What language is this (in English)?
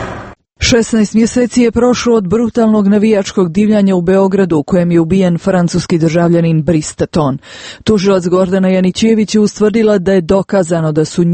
Croatian